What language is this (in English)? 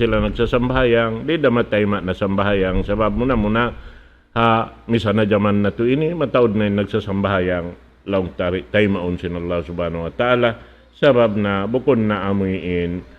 Tausug